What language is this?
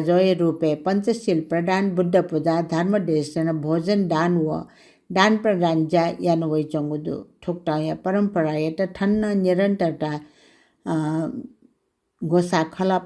Newari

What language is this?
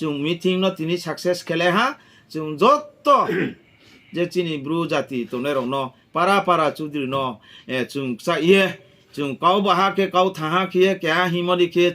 Riang (India)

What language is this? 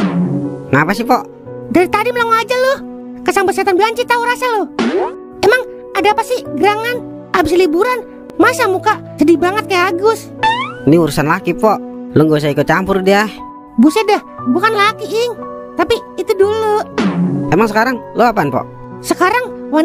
Betawi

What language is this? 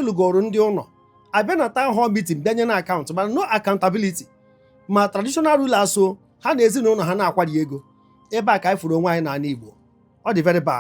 Igbo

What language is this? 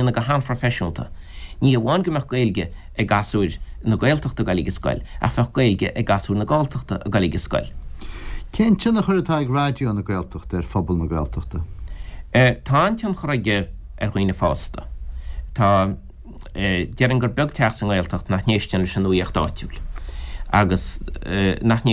Irish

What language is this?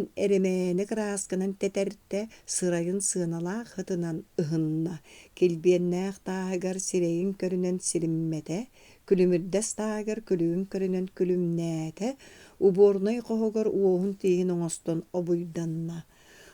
Yakut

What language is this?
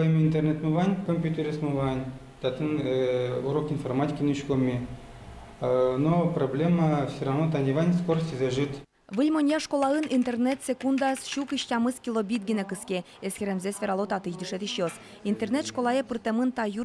Udmurt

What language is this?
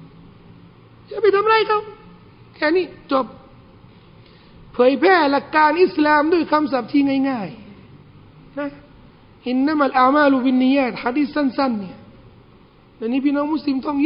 Thai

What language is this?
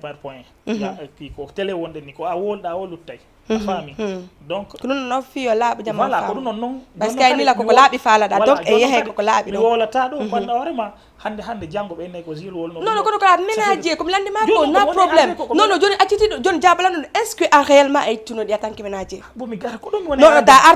Fula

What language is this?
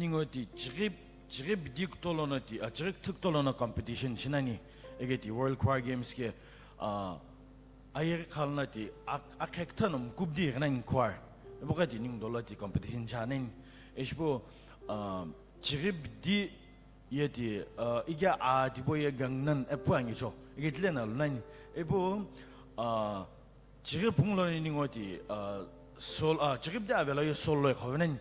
Sumi Naga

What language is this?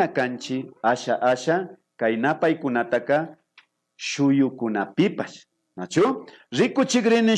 Imbabura Highland Quichua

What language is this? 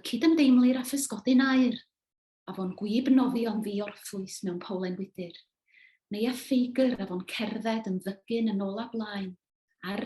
Welsh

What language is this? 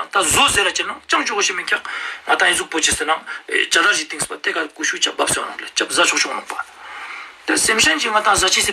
Ladakhi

